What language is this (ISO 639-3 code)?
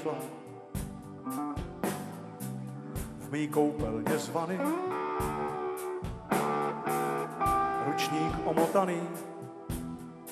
ces